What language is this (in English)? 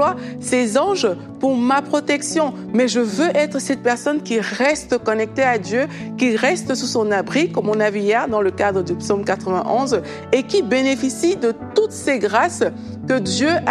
French